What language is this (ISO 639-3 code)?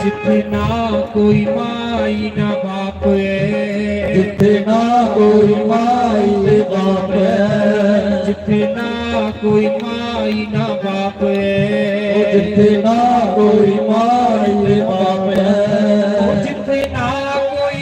doi